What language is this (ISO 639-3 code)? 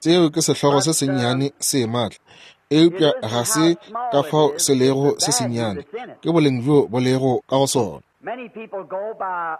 nso